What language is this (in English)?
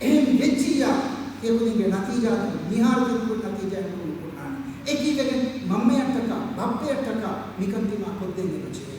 Divehi